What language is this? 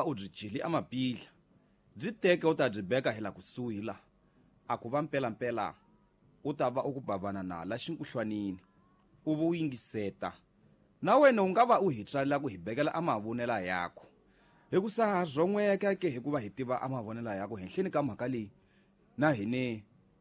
Tsonga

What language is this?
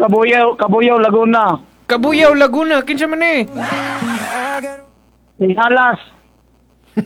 Cebuano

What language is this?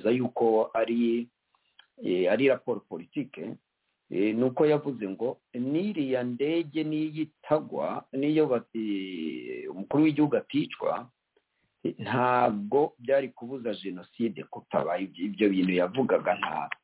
Kinyarwanda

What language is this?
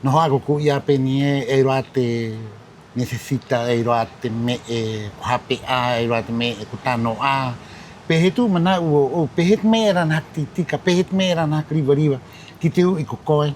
Rapanui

